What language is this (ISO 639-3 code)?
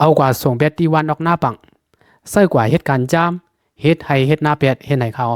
lao